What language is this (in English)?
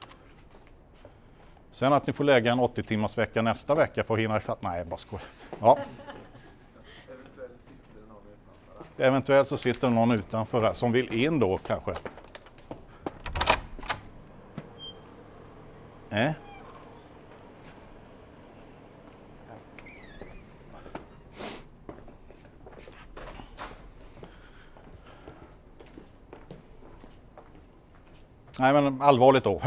Swedish